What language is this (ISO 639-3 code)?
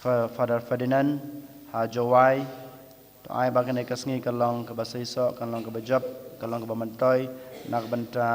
kha